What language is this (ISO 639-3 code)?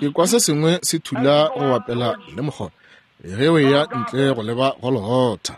nso